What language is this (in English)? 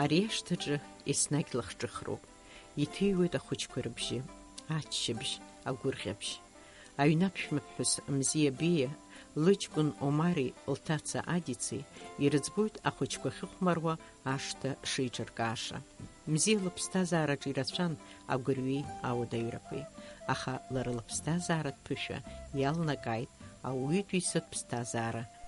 Abkhazian